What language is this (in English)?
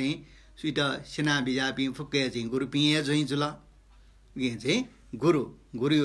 Newari